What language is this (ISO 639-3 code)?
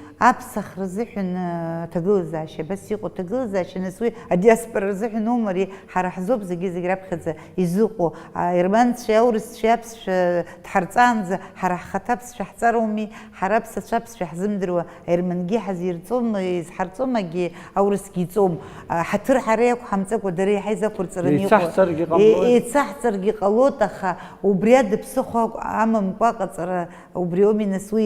abk